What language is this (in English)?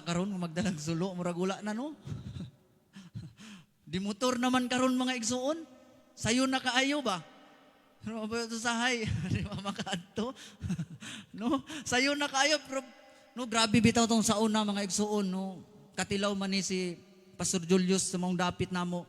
Cebuano